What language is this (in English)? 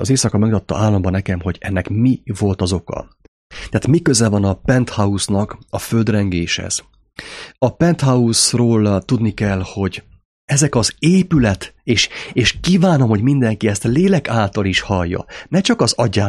Hungarian